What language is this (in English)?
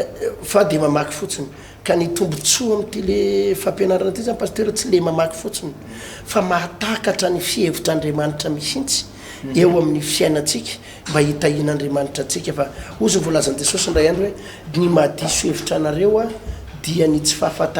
Malagasy